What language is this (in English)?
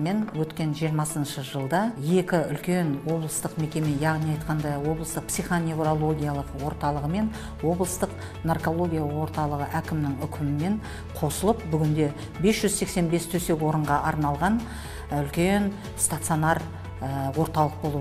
Kazakh